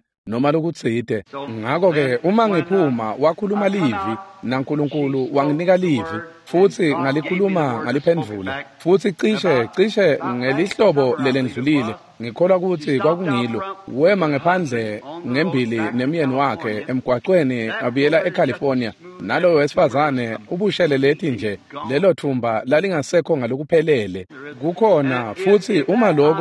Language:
Swati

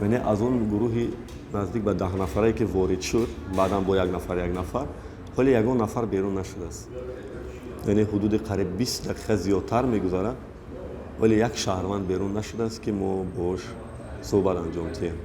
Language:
Tajik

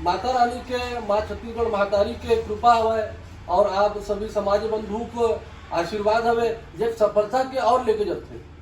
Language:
Chhattisgarhi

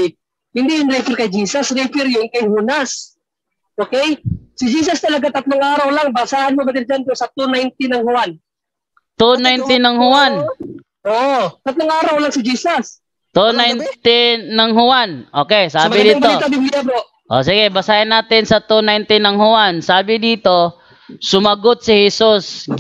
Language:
Filipino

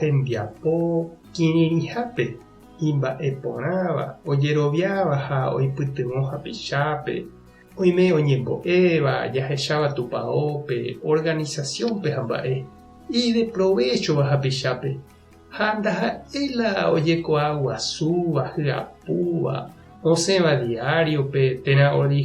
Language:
Guarani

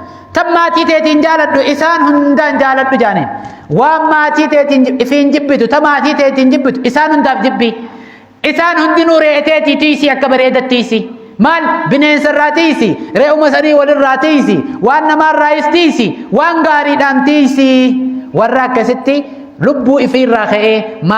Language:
Oromo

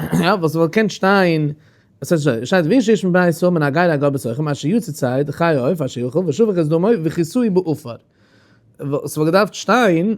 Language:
Yiddish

